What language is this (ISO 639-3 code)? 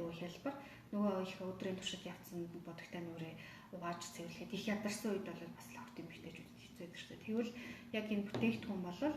mon